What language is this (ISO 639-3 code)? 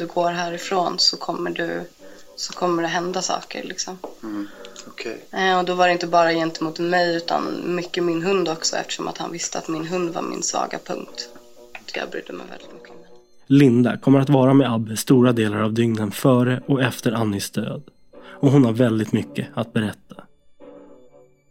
swe